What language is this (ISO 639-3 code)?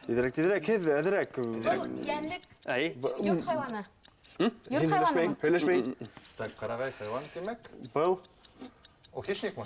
bak